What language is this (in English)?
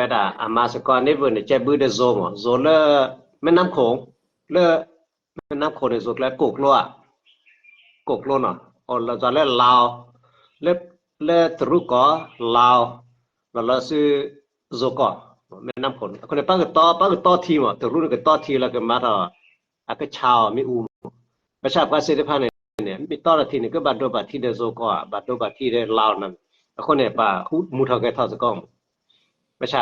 S'gaw Karen